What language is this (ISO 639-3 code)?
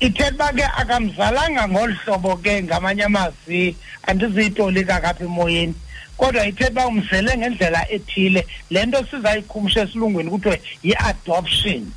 xho